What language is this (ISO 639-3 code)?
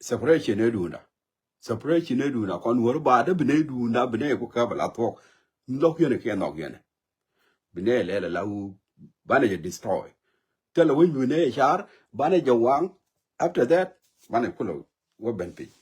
nus